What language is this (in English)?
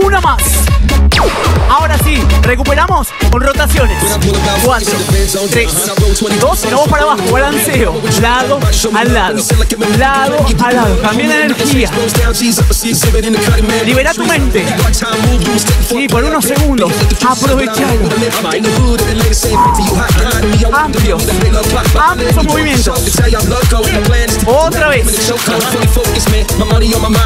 Spanish